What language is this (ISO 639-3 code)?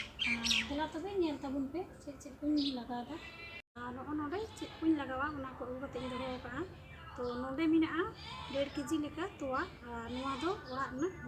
sat